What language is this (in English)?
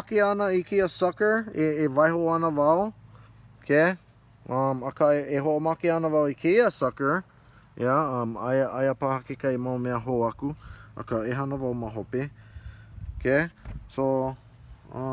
Hawaiian